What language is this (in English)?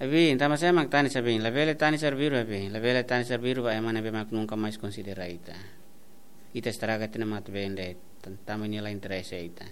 Tetum